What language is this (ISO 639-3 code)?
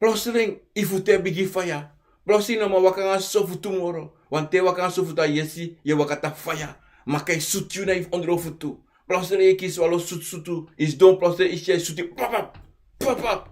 srn